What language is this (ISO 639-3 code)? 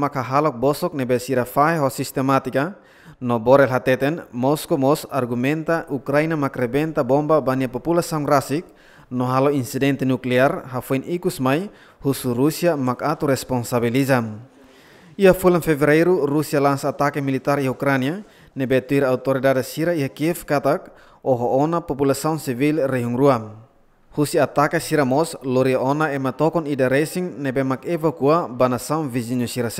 tet